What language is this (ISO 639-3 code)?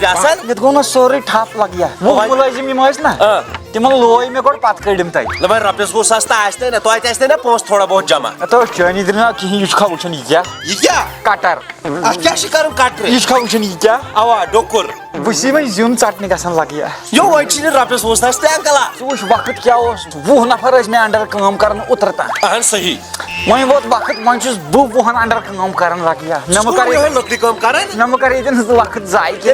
kas